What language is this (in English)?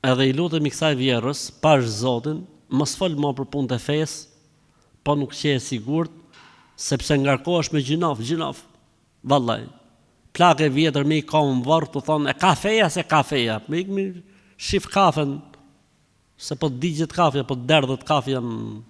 Albanian